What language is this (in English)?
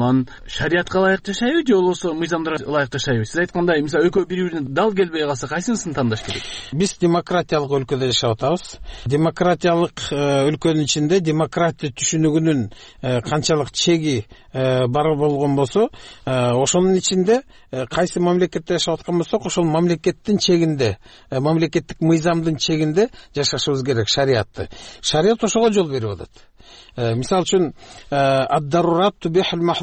Kyrgyz